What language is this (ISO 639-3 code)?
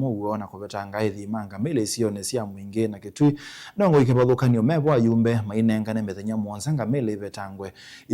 kam